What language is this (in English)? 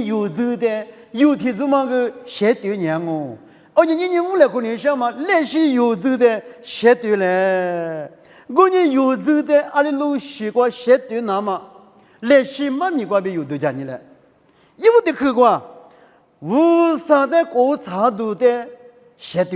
Lisu